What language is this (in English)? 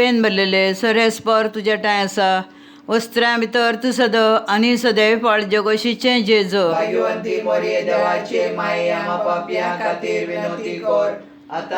Konkani